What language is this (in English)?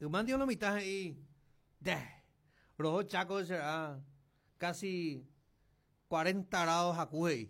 Guarani